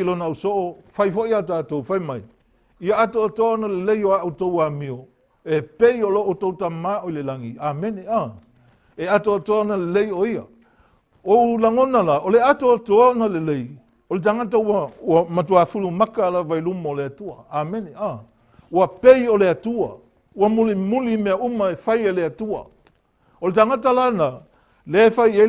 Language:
Samoan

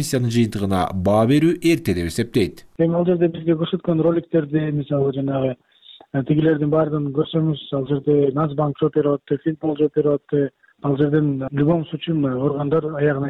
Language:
Kyrgyz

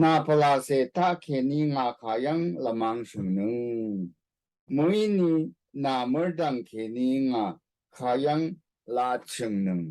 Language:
Rawang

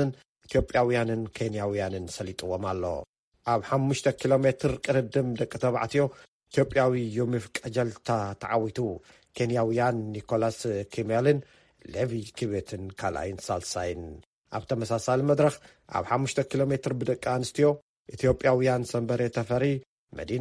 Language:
Tigrinya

